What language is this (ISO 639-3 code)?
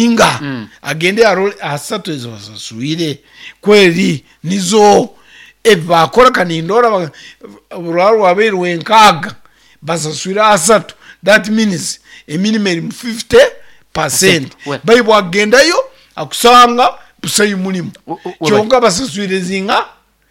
nyn